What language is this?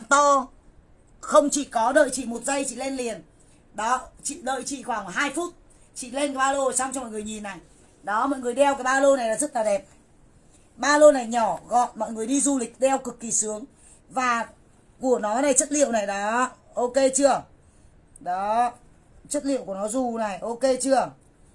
Vietnamese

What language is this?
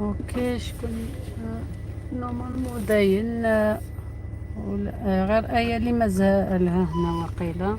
Algerian Arabic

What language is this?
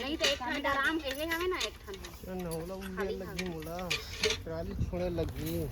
Chhattisgarhi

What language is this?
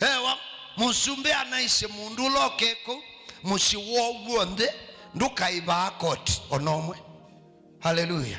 Kamba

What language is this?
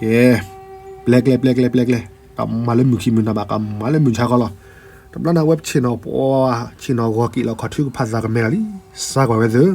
S'gaw Karen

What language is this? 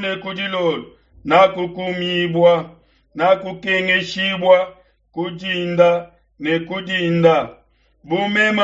Luba-Lulua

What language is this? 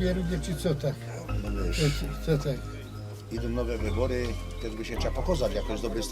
Silesian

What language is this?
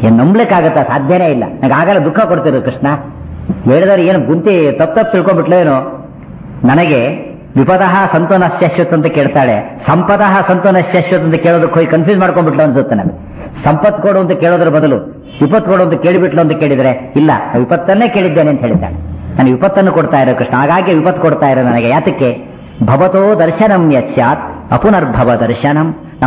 Kannada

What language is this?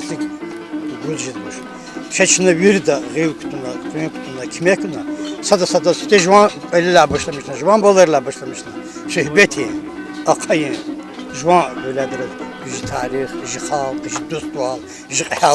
Lezghian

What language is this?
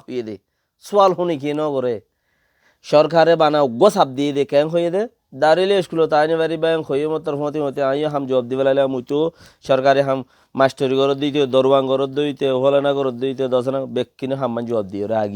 Rohingya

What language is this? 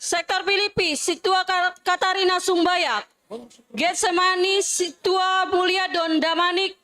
Batak Simalungun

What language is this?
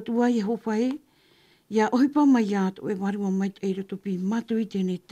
Tahitian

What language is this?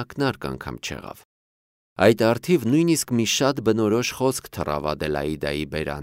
Armenian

